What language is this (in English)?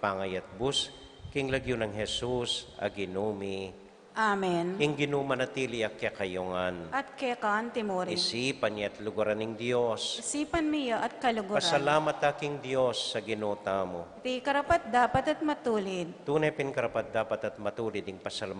Pampanga